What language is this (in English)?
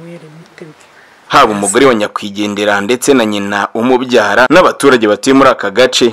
Kinyarwanda